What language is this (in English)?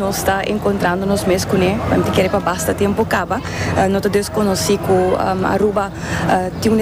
Papiamento